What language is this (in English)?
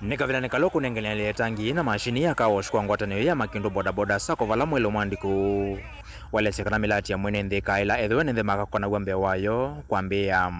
Kamba